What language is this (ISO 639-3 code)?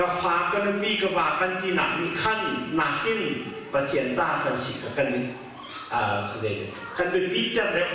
cnh